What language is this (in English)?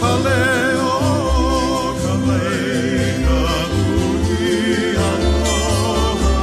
Hawaiian